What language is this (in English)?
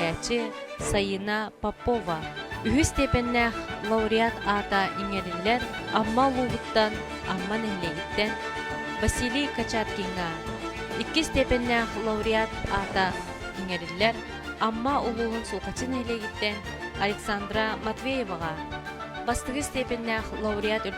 Yakut